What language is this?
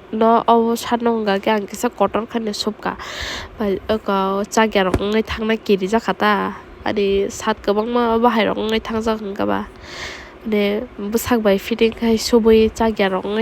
Kok Borok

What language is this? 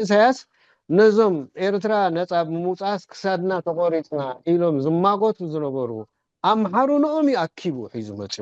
Tigrinya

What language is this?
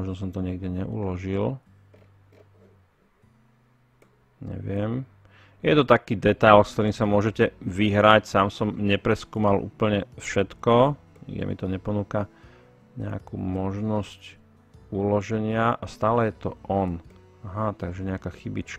Slovak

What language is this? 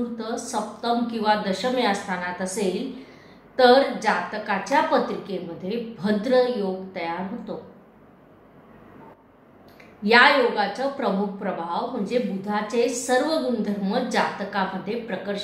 Marathi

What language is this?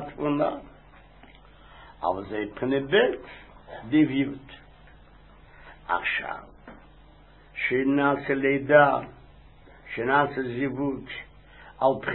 Hebrew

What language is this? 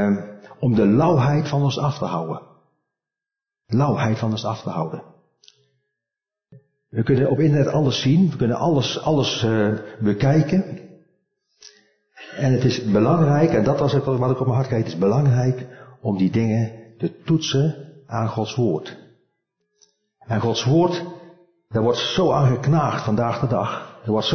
Dutch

